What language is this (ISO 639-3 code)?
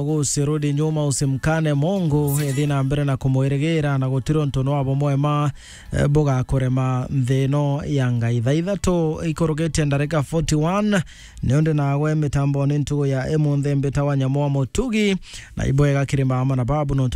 mer